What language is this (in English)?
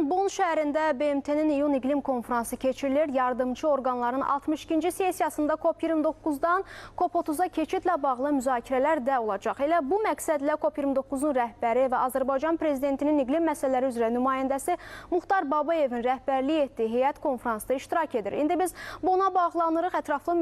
Azerbaijani